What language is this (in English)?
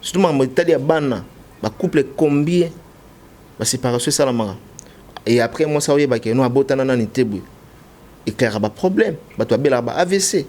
Lingala